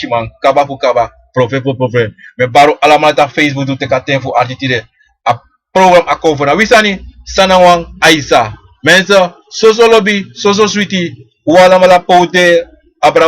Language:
Sranan Tongo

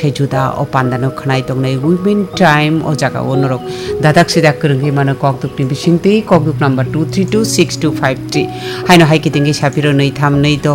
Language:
Bangla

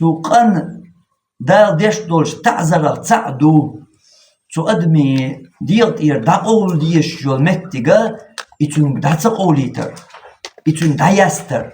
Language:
Chechen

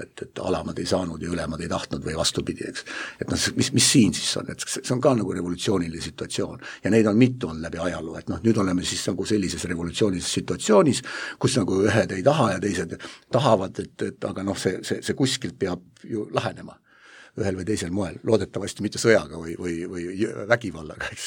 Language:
Estonian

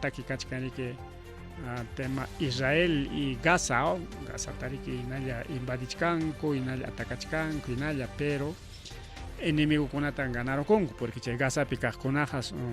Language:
Ayacucho Quechua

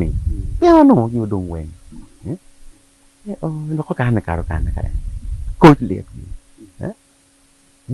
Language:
Acoli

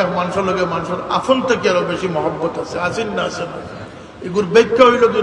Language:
Sylheti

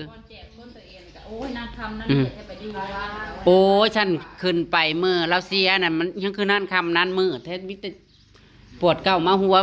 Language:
Northeastern Thai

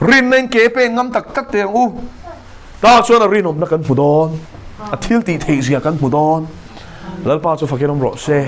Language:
Mizo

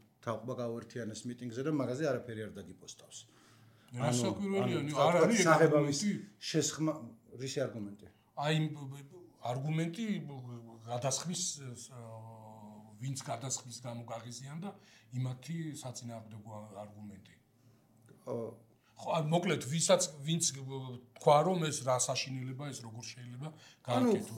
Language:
Georgian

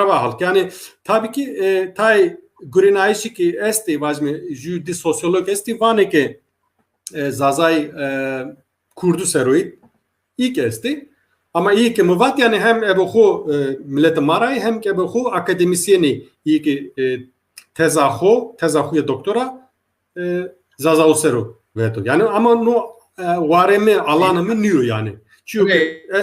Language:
Zaza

